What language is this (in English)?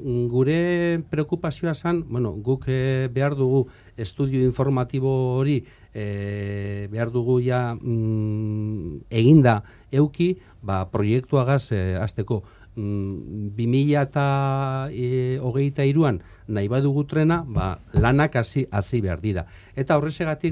Basque